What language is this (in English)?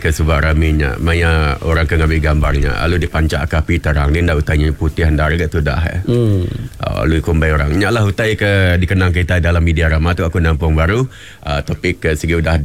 Iban